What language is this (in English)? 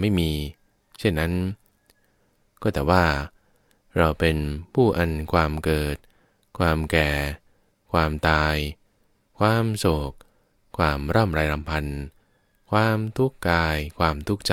Thai